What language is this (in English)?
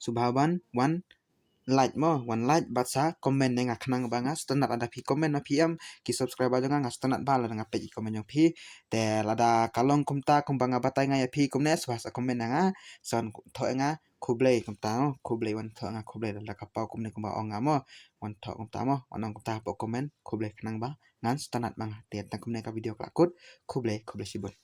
Khasi